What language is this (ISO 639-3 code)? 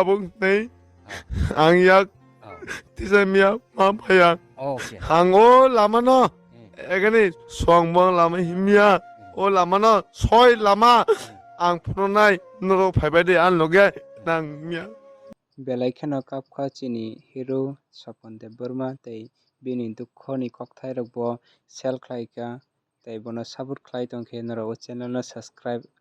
trp